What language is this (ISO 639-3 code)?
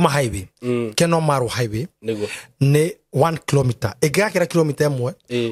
kik